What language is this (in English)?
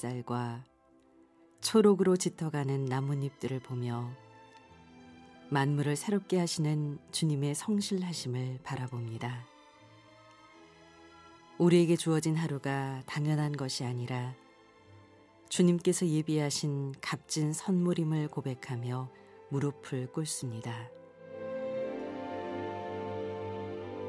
Korean